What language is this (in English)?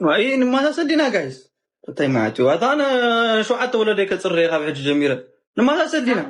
Tigrinya